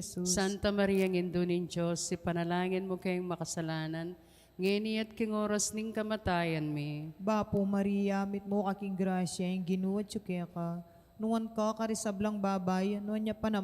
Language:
Pampanga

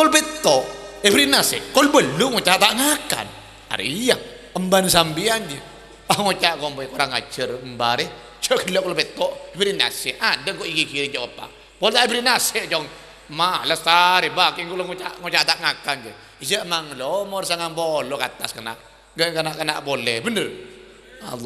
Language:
Madurese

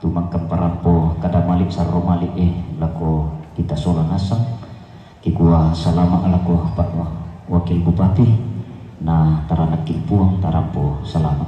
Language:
Toraja-Sa'dan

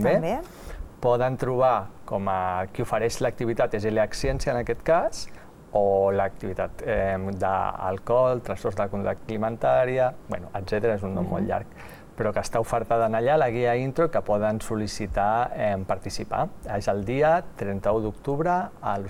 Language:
Catalan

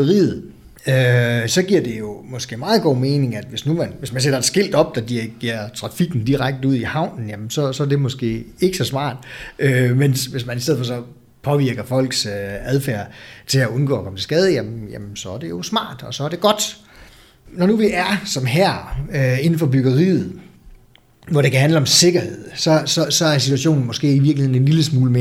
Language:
Danish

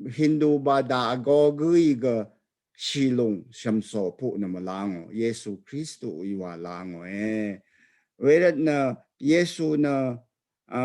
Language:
Rawang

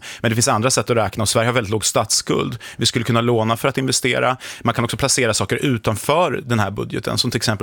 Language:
Swedish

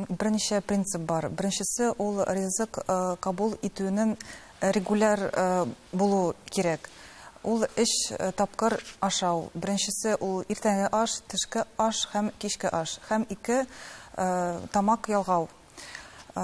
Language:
Tatar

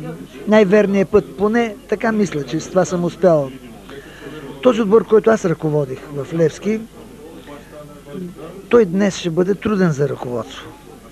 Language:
Bulgarian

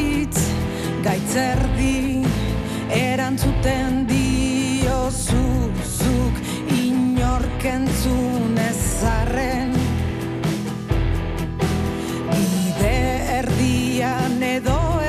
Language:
Basque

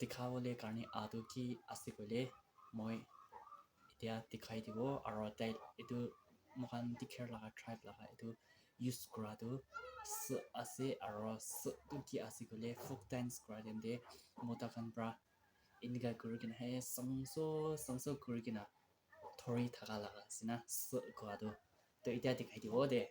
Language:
Naga Pidgin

